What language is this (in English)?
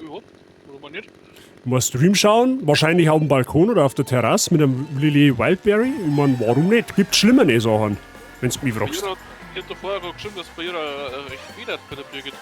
Bavarian